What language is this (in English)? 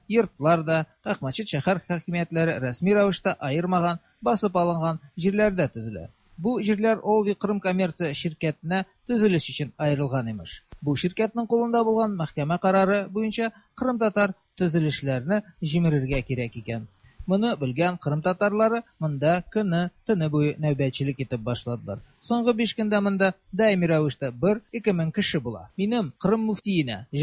Tatar